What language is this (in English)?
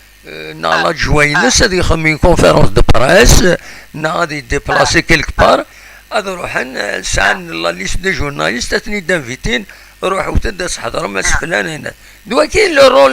Kabyle